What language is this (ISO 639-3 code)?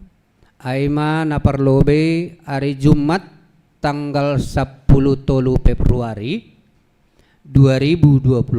bts